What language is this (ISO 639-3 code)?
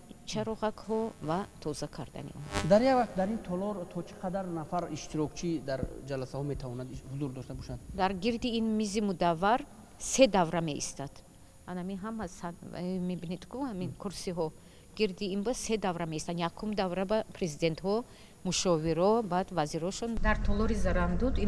tgk